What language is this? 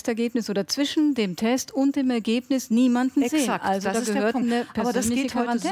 German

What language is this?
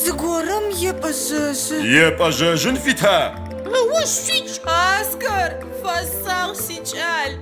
Adyghe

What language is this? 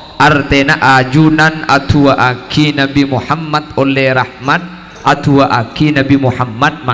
Madurese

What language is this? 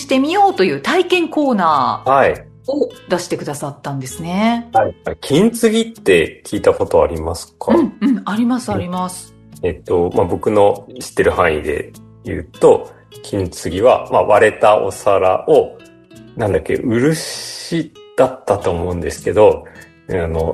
Japanese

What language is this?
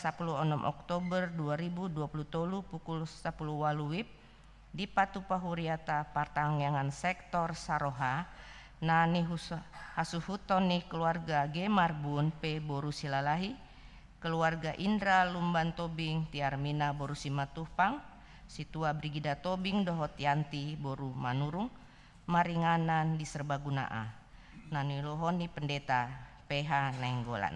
Batak Toba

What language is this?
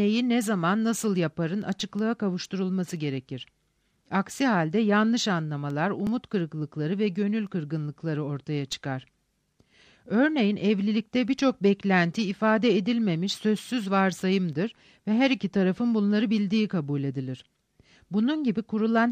Turkish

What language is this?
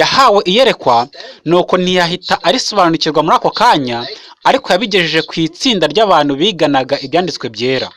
Kinyarwanda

